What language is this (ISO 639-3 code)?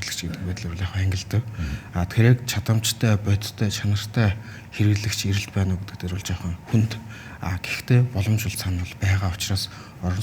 mon